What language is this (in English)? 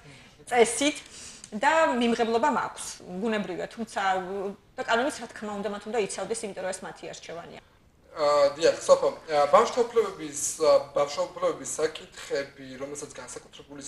Georgian